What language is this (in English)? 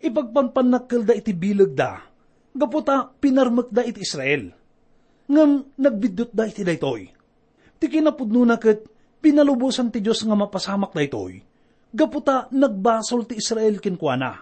Iloko